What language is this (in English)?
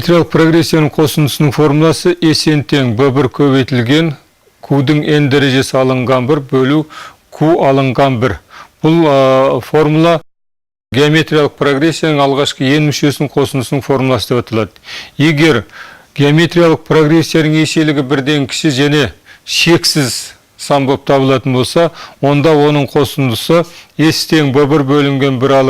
Kazakh